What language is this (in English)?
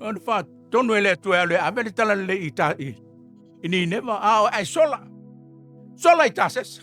Samoan